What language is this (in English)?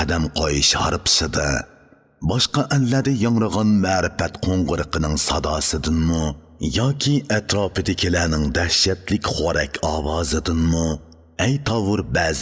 Uyghur